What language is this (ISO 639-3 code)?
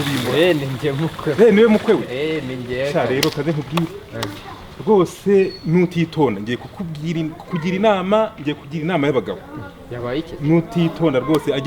kin